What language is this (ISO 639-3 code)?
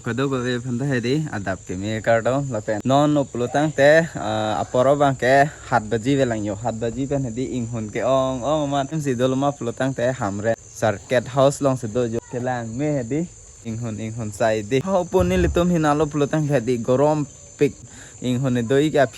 mjw